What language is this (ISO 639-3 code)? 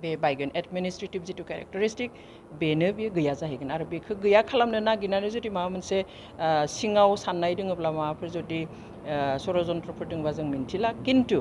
brx